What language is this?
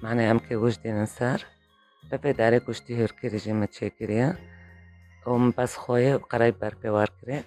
Kurdish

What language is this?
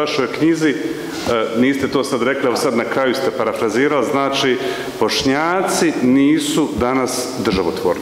Bosnian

